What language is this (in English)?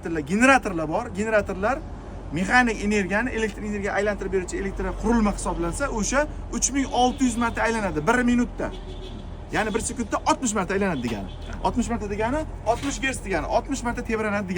Uzbek